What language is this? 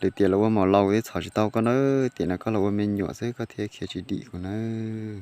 Hmong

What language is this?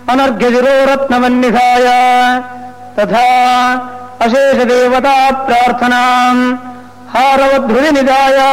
Sanskrit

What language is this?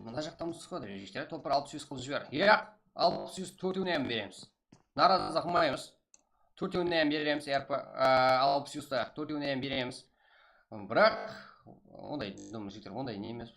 Kara-Kalpak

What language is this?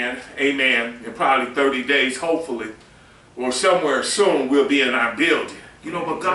English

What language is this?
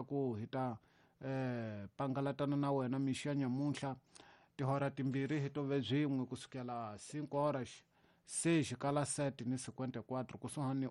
Tsonga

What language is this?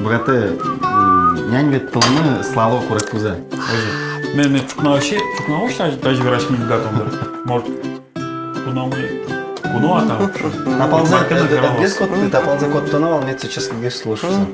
Udmurt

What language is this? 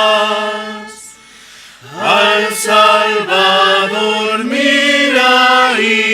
South Bolivian Quechua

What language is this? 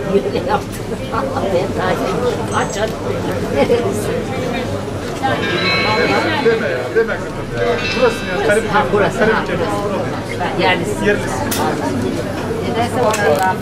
Turkish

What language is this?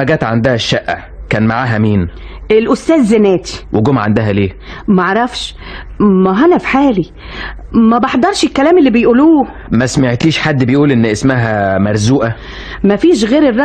Egyptian Arabic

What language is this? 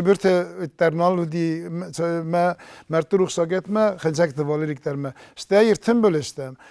Ossetic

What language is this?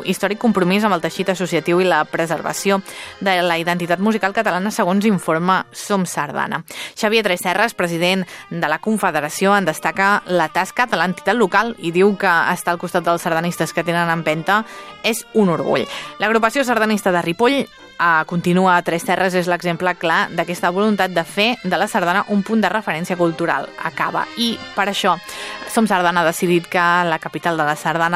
Catalan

